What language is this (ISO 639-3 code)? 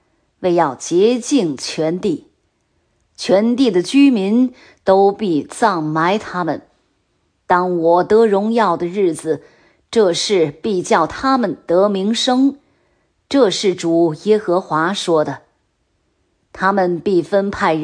zho